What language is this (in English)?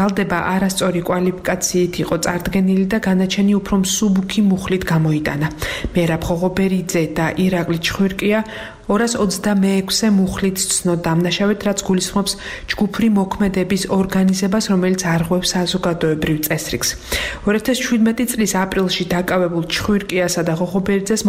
Georgian